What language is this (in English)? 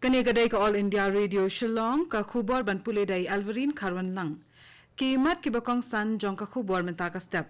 Khasi